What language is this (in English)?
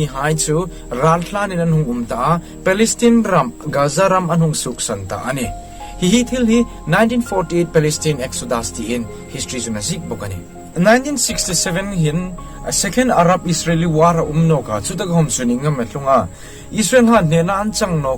Hmar